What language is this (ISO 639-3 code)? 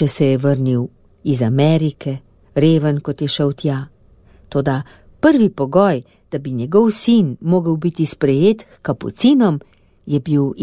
slv